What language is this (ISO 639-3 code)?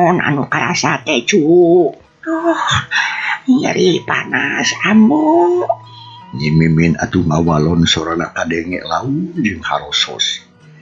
sun